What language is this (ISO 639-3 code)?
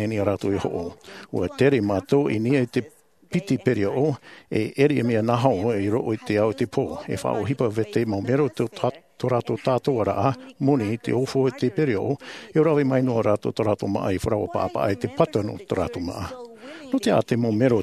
tah